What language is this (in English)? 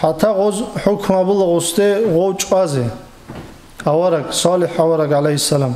Avaric